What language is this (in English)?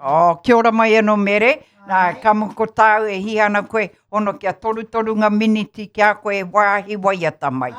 Māori